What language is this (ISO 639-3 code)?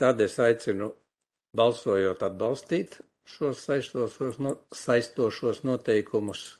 lav